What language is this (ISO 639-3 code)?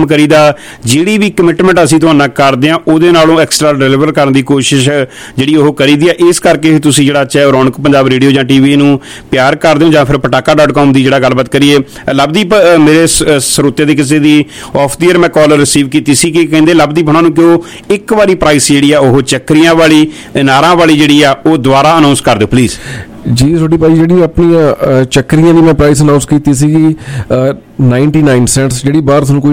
pan